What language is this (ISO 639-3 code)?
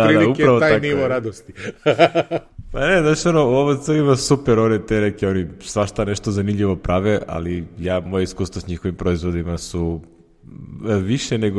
srp